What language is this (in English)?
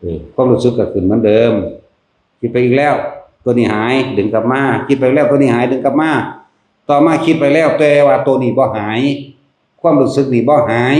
Northeastern Thai